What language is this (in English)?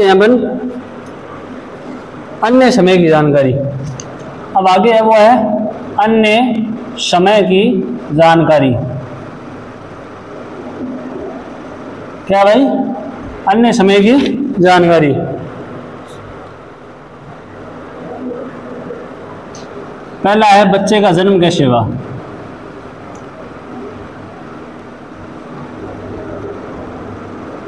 Hindi